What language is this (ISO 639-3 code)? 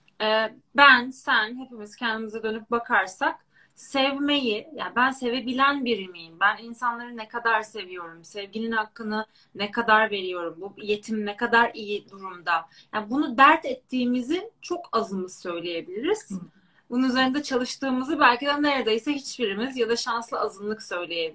tur